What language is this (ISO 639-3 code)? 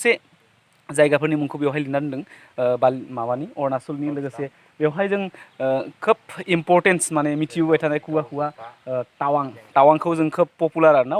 brx